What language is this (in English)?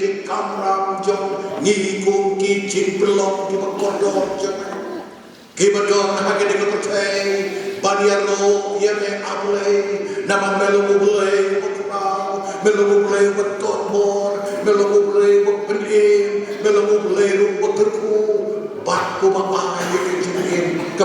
Khasi